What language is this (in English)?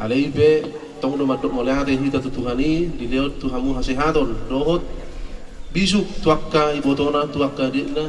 Batak Toba